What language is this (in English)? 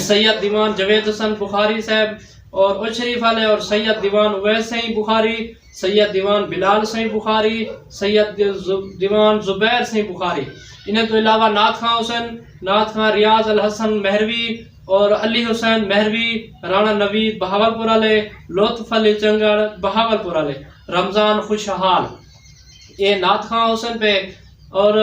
Saraiki